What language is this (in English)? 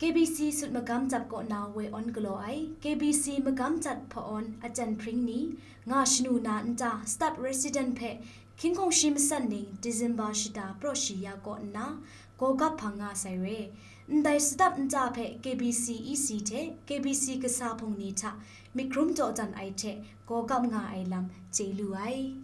Kachin